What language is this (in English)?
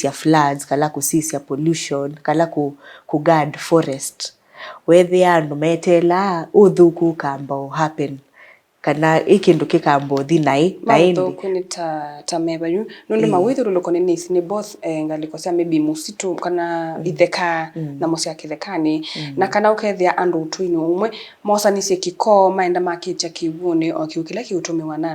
Kamba